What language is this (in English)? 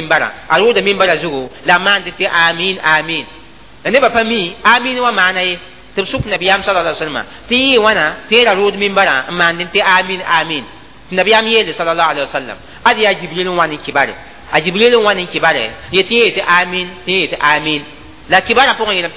Mossi